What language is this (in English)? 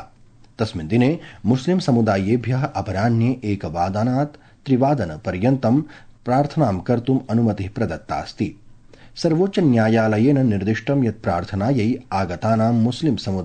Sanskrit